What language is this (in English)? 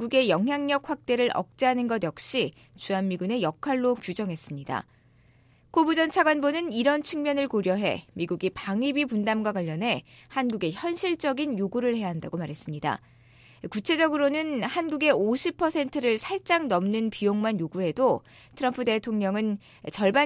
Korean